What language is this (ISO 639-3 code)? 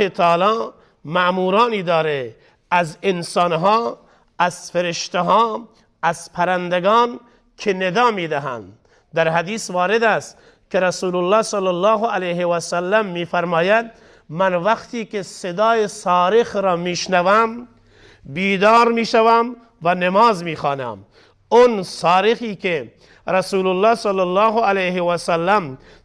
tgk